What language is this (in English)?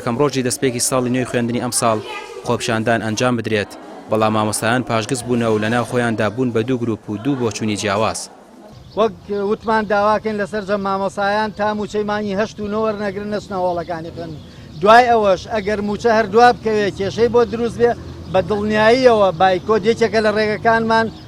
Central Kurdish